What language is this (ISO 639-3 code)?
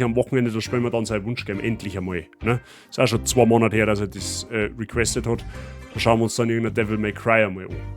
bar